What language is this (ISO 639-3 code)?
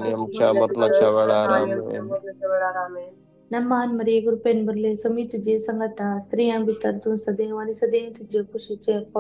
kok